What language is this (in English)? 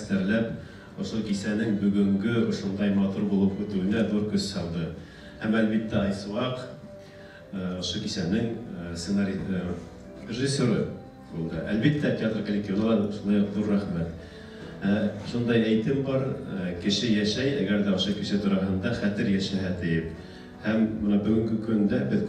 Bashkir